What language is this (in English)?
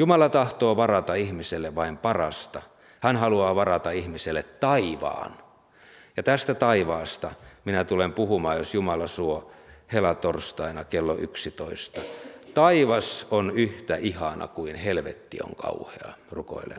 Finnish